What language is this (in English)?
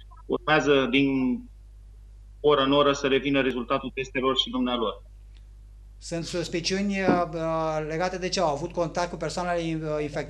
Romanian